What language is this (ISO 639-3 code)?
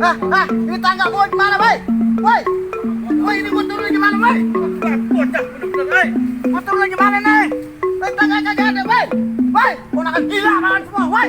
bew